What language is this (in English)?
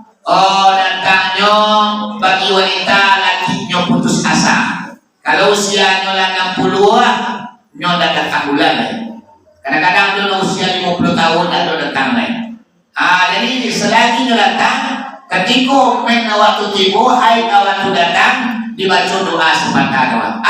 Minangkabau